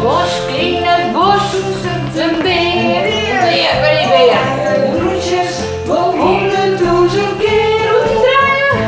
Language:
Western Frisian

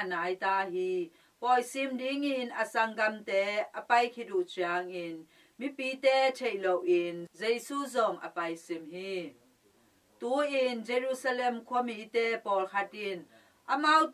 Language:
Tedim Chin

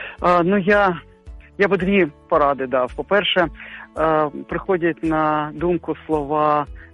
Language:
Ukrainian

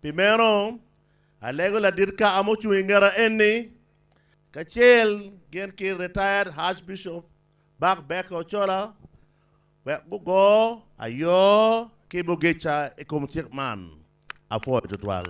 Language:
Acoli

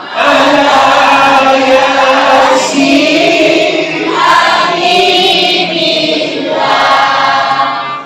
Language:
Minangkabau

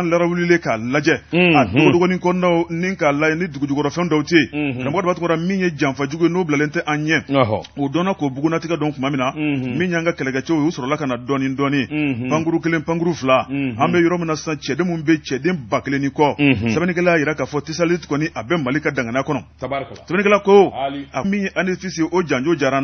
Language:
Bambara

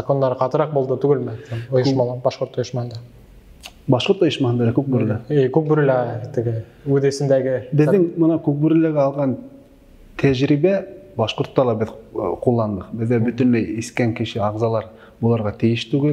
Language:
Bashkir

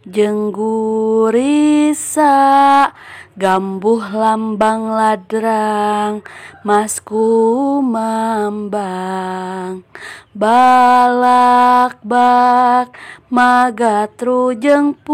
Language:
Sundanese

